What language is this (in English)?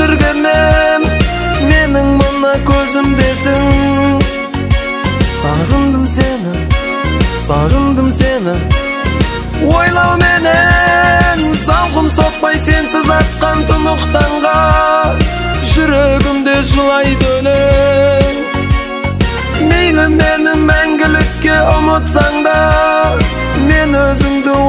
Kazakh